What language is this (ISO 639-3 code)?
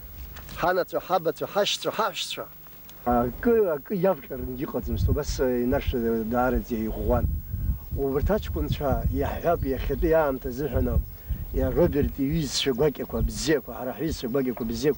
abk